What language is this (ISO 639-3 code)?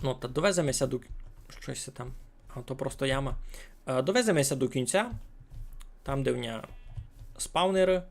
rue